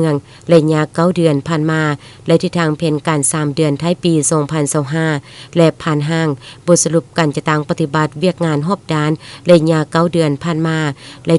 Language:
Lao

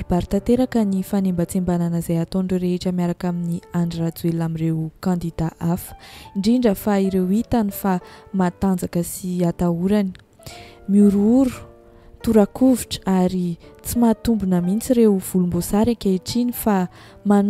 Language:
Malagasy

